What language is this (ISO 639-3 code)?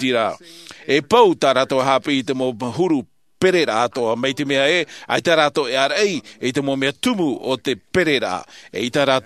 tah